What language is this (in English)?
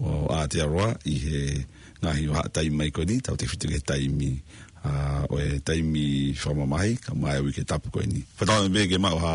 Tongan